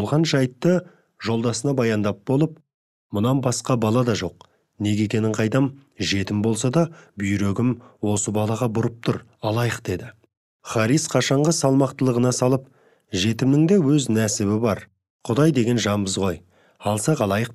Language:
Kazakh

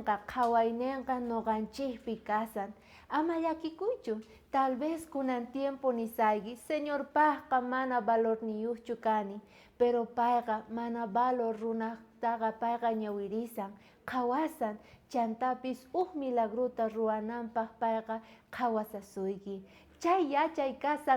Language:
South Bolivian Quechua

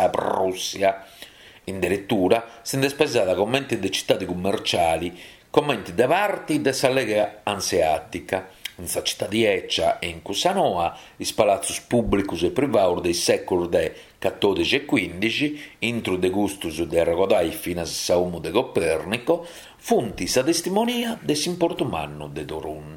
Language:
Sardinian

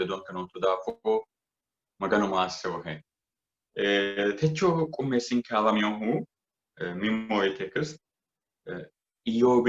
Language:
Sidamo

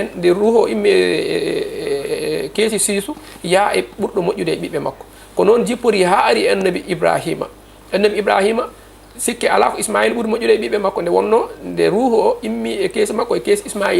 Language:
Fula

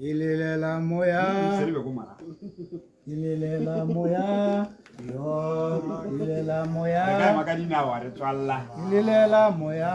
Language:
Tswana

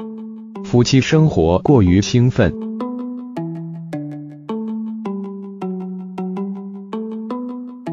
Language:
Chinese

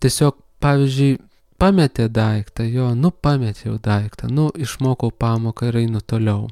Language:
Lithuanian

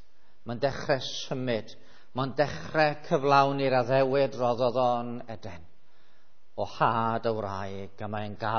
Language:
Welsh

